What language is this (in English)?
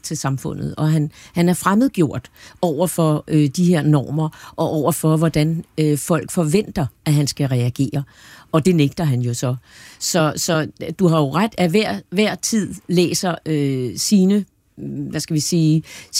Danish